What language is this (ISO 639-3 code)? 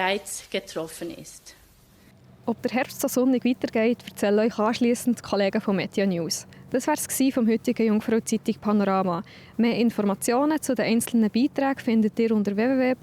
gsw